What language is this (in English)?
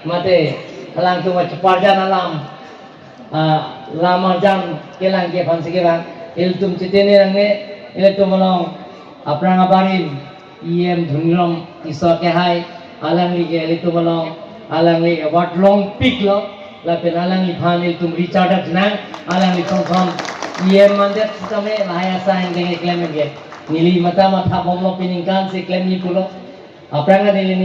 Karbi